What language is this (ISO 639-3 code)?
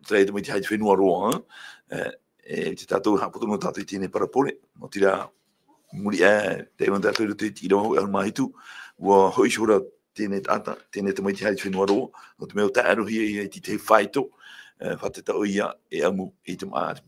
tah